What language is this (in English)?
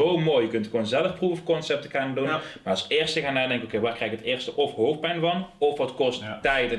Dutch